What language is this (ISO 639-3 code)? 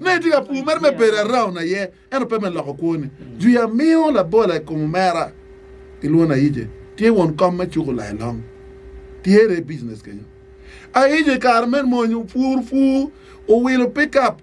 ach